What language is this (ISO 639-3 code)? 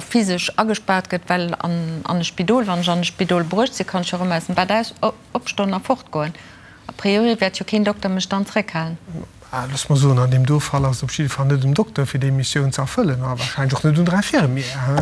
ltz